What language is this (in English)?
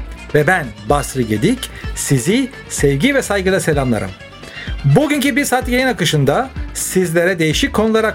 Turkish